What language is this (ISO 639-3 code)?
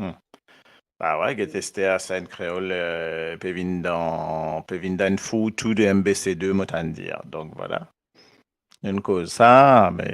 mfe